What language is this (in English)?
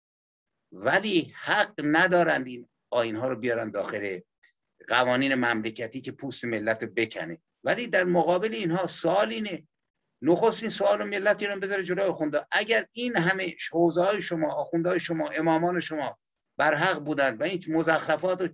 Persian